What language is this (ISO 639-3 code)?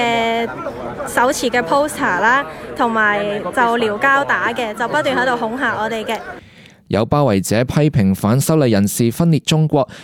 yue